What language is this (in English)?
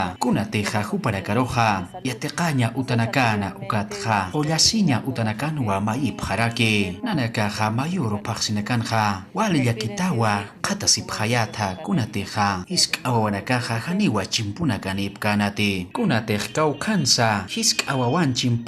Aymara